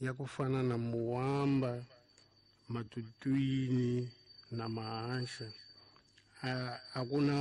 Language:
Tsonga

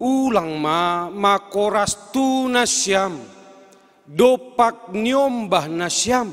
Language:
Batak Simalungun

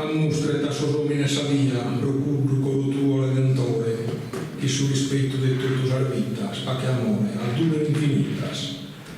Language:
Sardinian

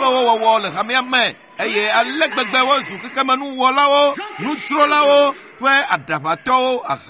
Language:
Ewe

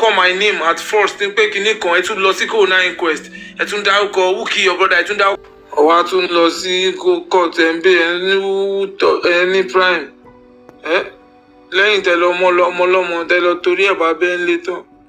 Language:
Yoruba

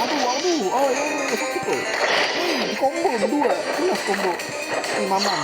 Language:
Banjar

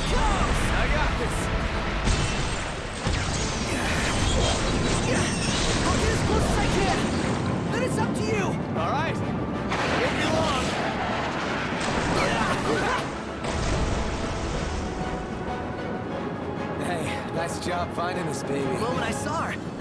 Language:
English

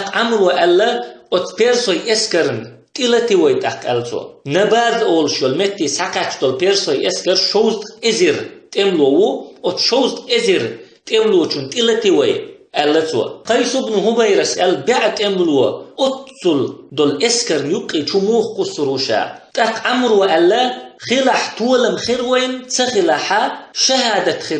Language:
Chechen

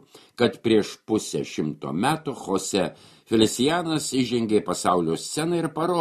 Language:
Lithuanian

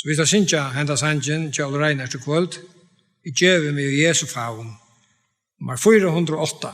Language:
Faroese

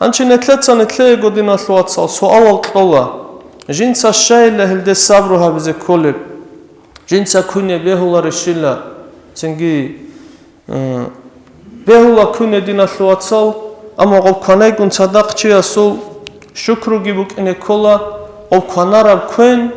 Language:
Avaric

